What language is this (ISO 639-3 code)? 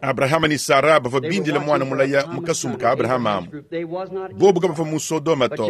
lua